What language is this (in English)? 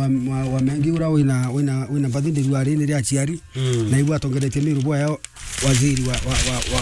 Meru